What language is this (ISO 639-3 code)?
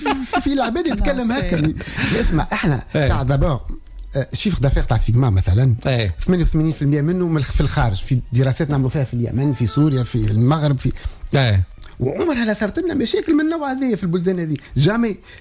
aeb